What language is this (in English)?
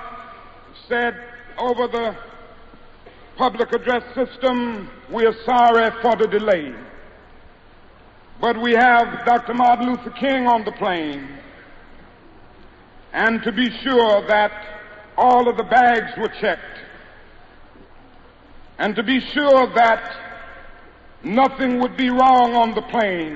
English